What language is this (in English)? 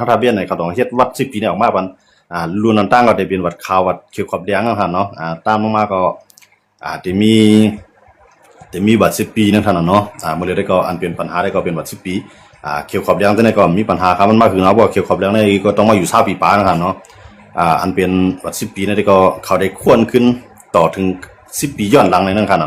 Shan